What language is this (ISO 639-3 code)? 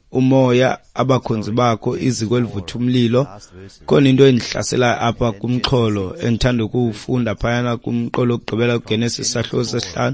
xho